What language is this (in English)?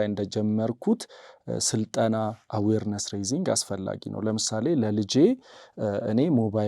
Amharic